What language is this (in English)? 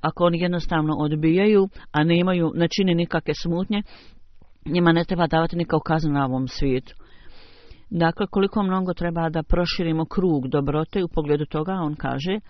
Bosnian